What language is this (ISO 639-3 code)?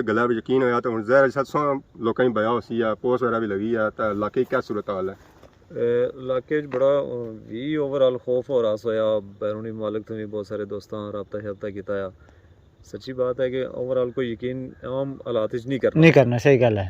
phr